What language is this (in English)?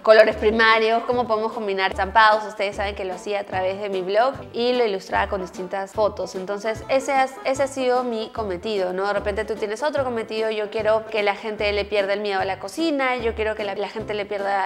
Spanish